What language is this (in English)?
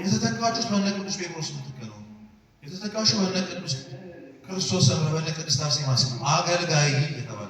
Amharic